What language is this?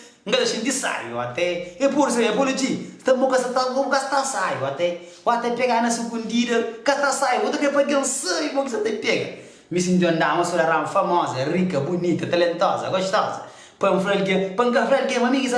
Kabuverdianu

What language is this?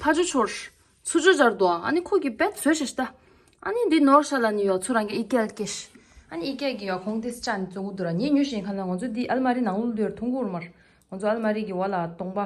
Tibetan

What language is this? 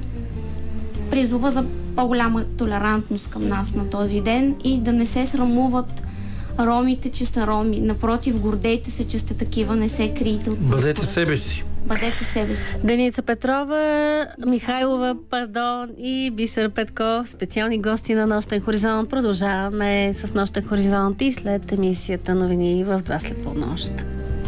Bulgarian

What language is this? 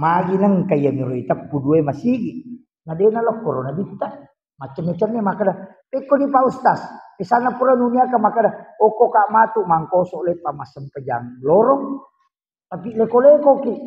Buginese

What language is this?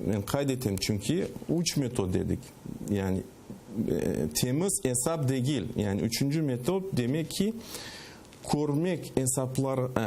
Crimean Tatar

